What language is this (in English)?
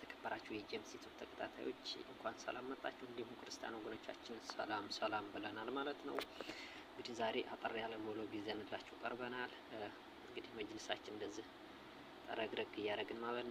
Amharic